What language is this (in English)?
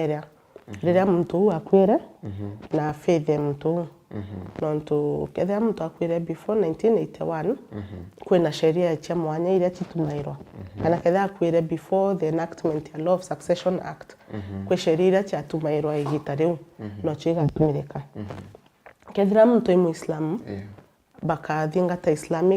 Meru